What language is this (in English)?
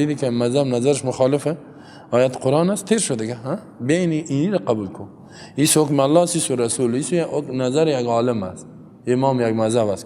Persian